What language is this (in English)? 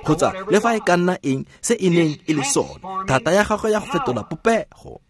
Tswana